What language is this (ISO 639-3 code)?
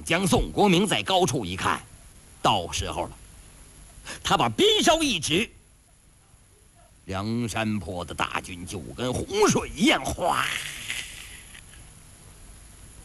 zho